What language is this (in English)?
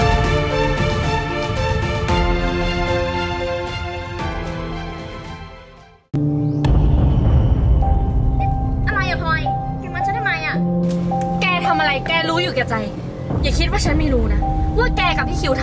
Thai